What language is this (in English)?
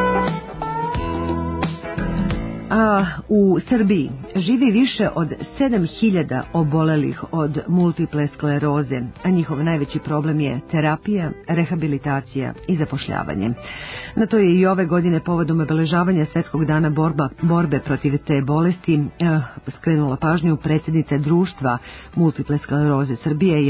Serbian